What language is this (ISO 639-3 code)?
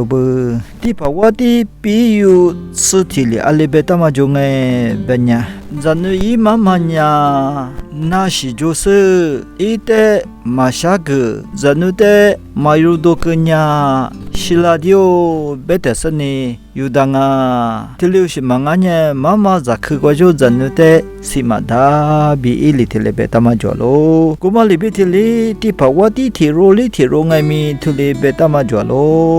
lis